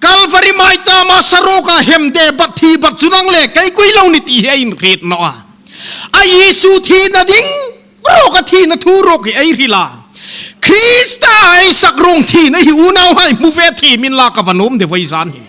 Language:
Hmar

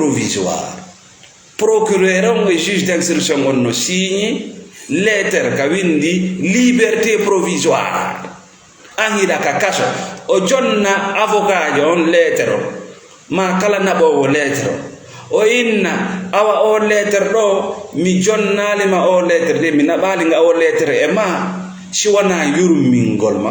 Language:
Fula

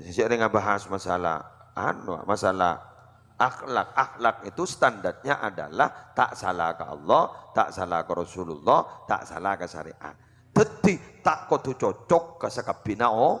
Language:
Madurese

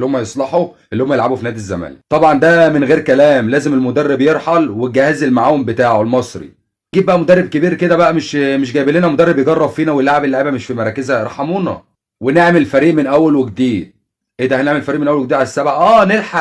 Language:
Egyptian Arabic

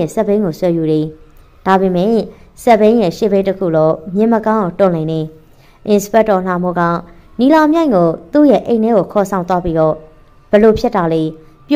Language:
Burmese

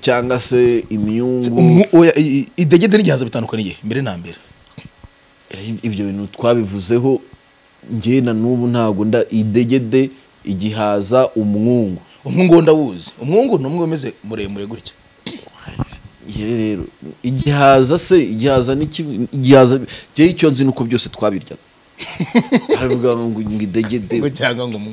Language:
Kinyarwanda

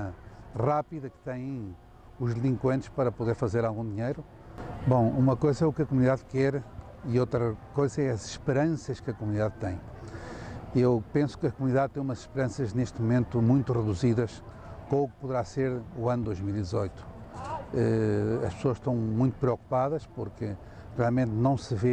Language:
Tetum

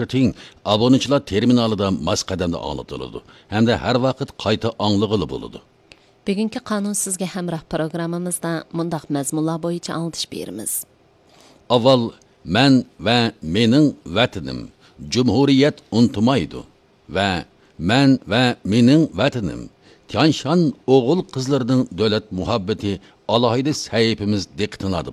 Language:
Uyghur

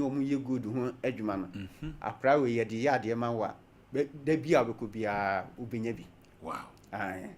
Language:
Akan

